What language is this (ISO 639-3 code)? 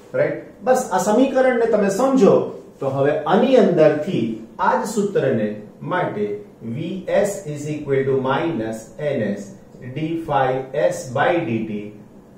guj